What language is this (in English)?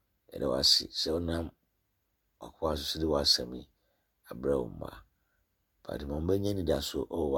Akan